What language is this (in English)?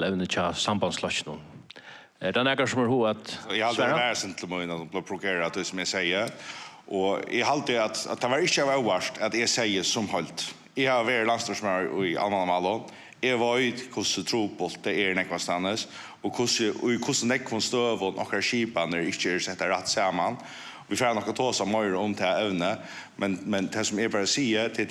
Faroese